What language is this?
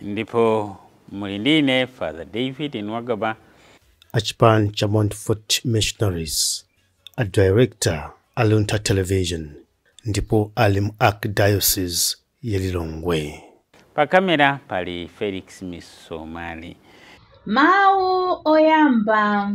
Nyanja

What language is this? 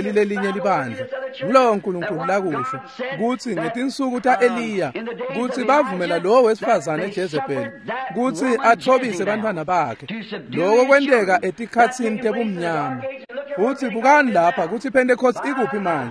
Swati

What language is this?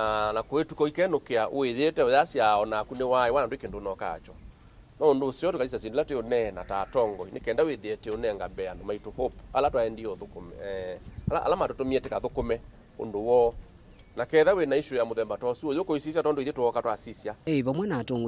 Kamba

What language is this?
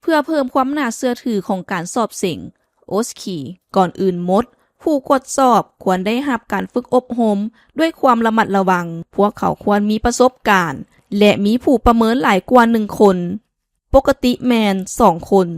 Lao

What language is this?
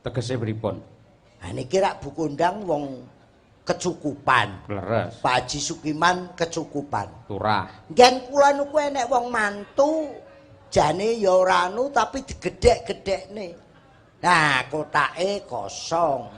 Javanese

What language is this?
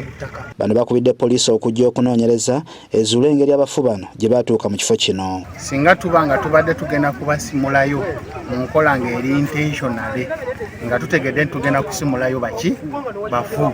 Ganda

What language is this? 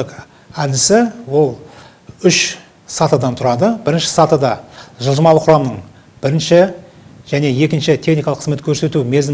Kazakh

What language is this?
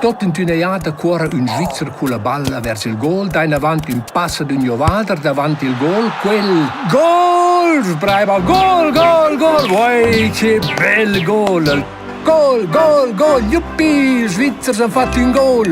Romansh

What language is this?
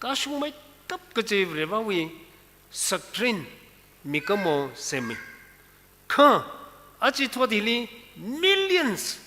Tangkhul Naga (India)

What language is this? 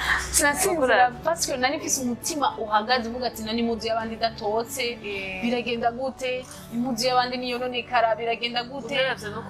Rundi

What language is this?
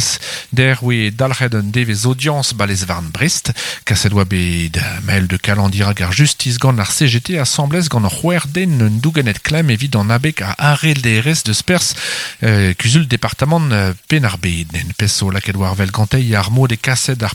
Breton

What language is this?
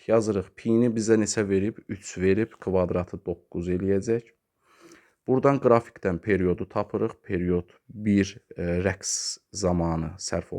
Azerbaijani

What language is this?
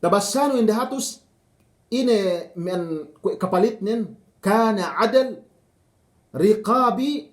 Yakan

